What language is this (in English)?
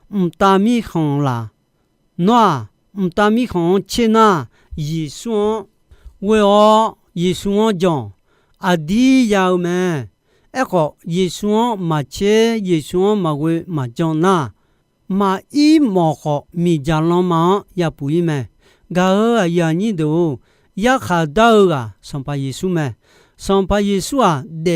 Akha